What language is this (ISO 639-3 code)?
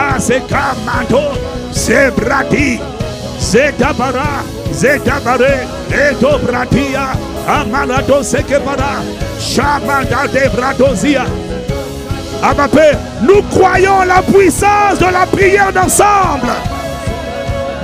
fra